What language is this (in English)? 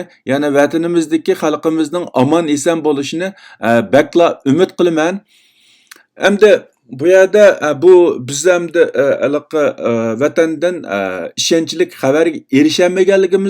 Uyghur